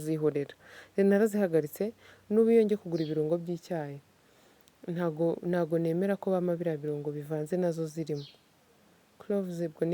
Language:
Kinyarwanda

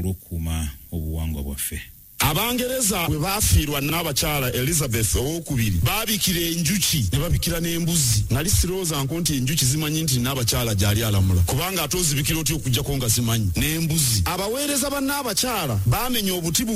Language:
Ganda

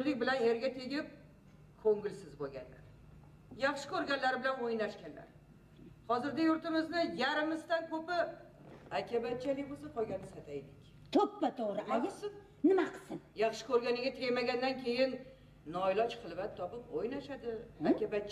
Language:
Uzbek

